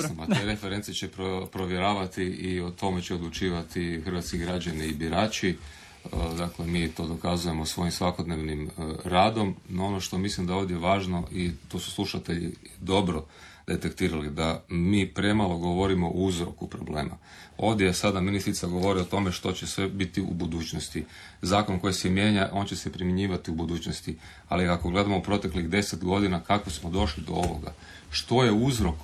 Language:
Croatian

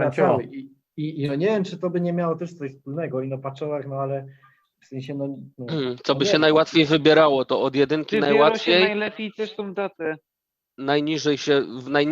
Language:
Silesian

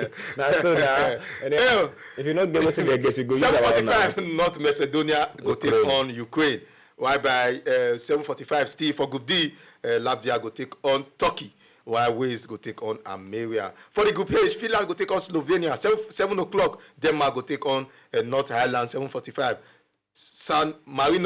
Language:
Nigerian Pidgin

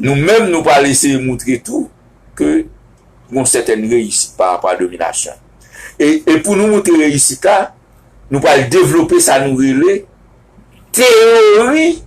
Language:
Haitian Creole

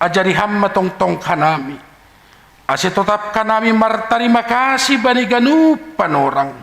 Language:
Batak Simalungun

